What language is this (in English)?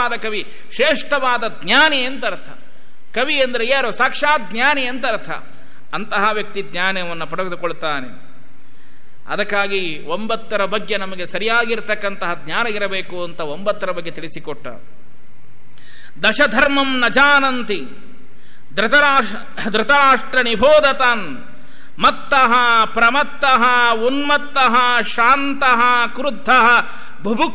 Kannada